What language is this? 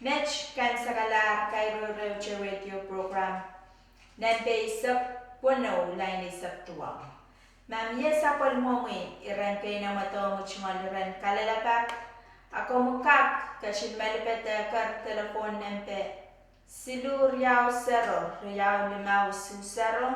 Pohnpeian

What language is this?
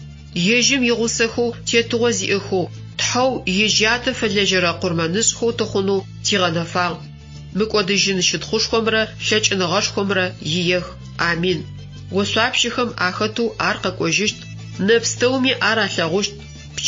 Adyghe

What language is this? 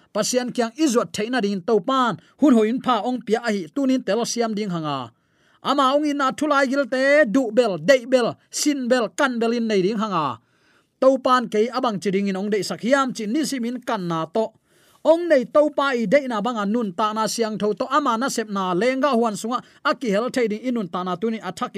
Tedim Chin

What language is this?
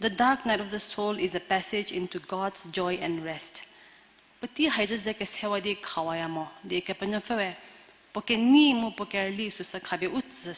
Angami Naga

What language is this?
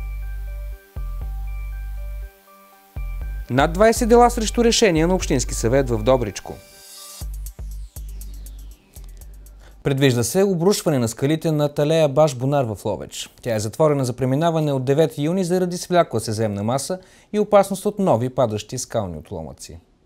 Bulgarian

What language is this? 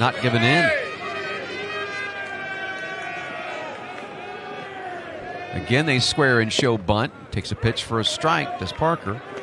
English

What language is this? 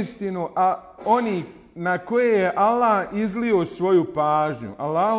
Bosnian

